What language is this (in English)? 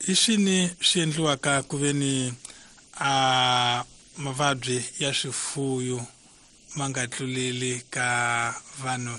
Tsonga